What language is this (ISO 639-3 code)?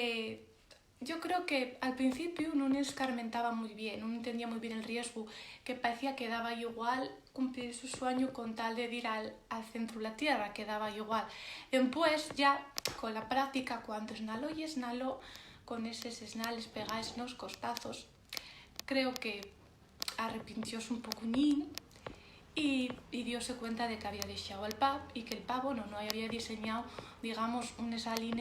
ast